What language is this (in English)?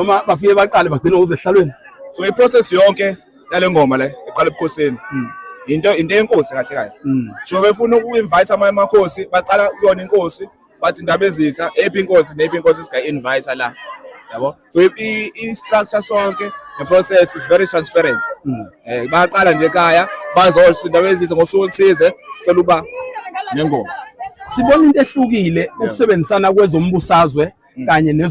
Zulu